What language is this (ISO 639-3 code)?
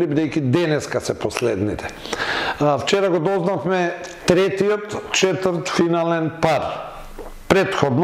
mkd